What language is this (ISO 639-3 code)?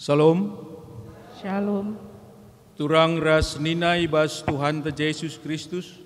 btx